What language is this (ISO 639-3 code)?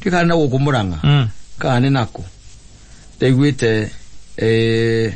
kik